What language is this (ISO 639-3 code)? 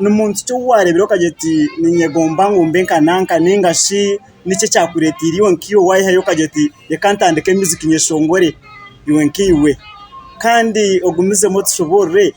nyn